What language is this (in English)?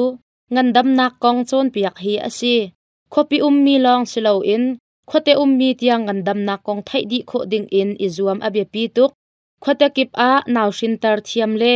Hakha Chin